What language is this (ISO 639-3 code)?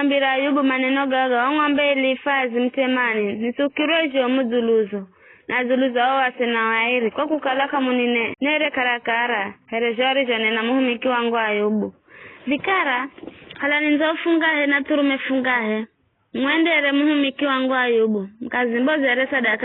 nyf